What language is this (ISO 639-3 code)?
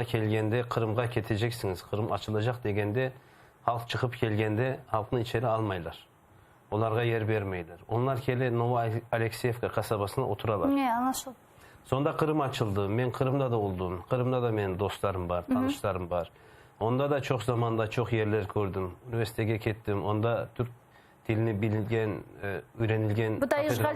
crh